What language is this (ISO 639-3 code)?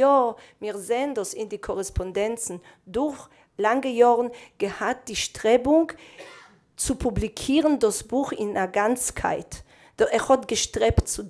yid